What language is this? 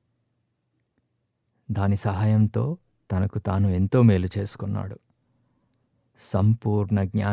Telugu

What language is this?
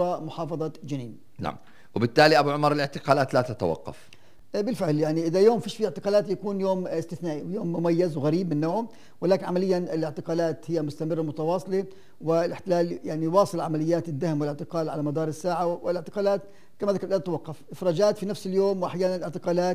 North Levantine Arabic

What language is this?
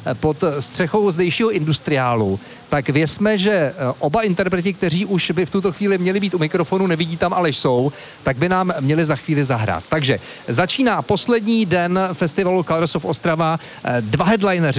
Czech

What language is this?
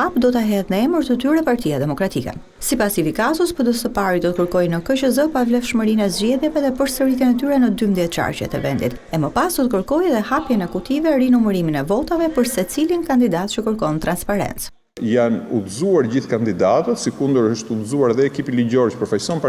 Albanian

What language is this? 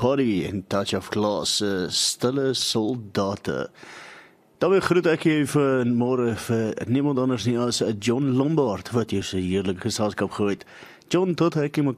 Afrikaans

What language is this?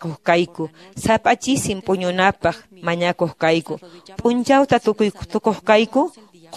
Quechua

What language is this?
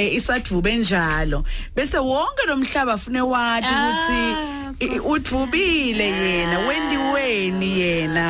Zulu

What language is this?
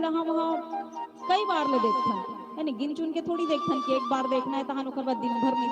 Chhattisgarhi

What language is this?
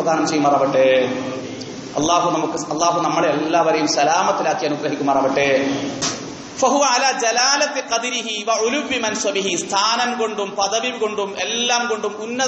Malayalam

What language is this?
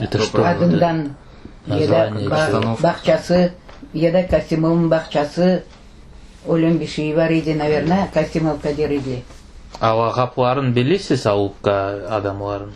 Crimean Tatar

